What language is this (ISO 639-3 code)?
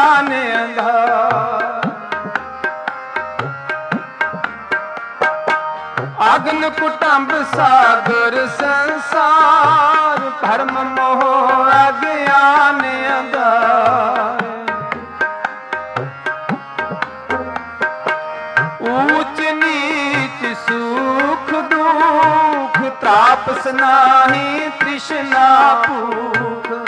pan